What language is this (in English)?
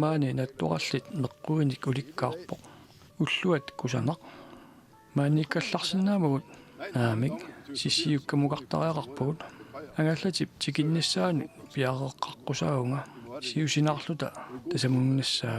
Kalaallisut